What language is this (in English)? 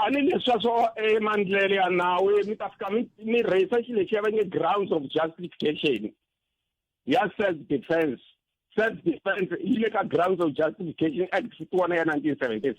Tsonga